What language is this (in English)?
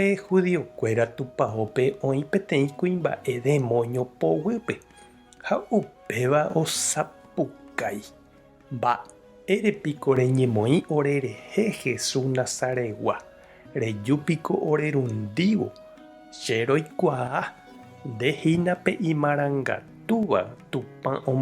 Guarani